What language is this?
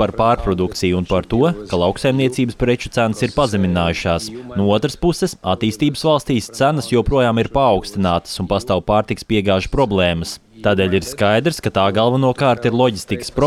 Latvian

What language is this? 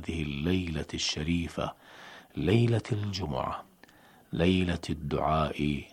Arabic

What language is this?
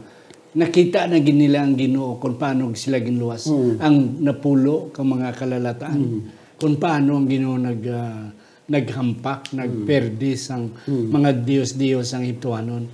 Hiligaynon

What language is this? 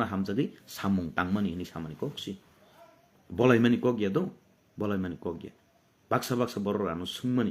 Kok Borok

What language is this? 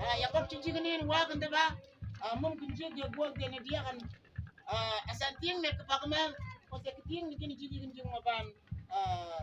Mabaan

